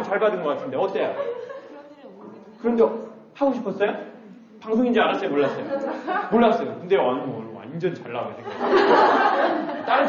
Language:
Korean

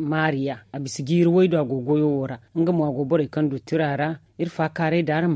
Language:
Zarma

